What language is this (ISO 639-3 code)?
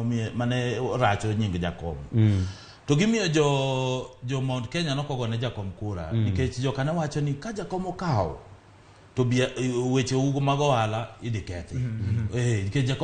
luo